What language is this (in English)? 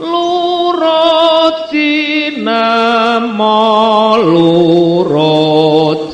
Javanese